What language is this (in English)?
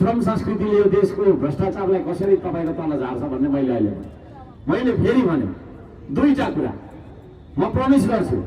Nepali